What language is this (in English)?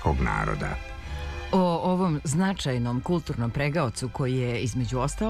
Serbian